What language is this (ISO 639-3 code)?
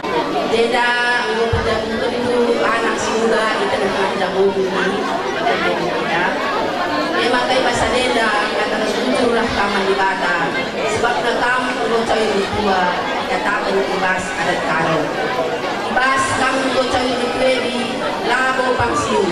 btx